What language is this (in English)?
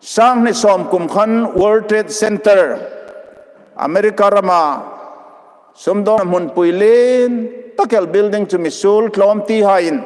Hmar